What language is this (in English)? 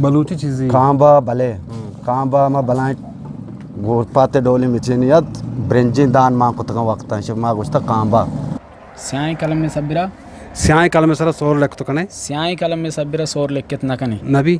Eastern Balochi